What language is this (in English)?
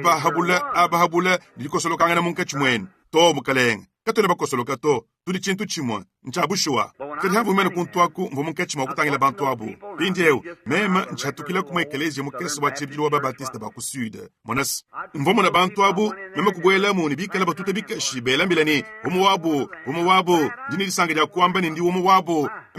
Luba-Lulua